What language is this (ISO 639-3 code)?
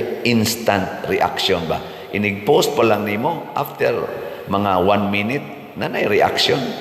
ceb